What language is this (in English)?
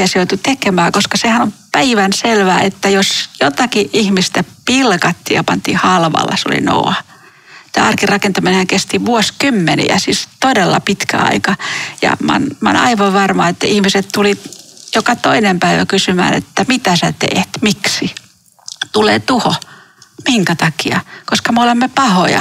Finnish